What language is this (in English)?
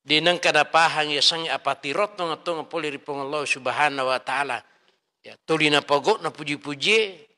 Buginese